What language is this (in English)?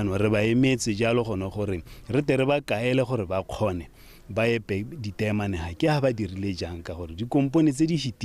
Tswana